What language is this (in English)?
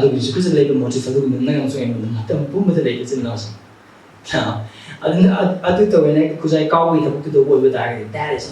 Manipuri